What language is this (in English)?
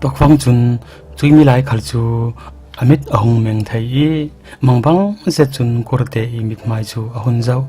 Falam Chin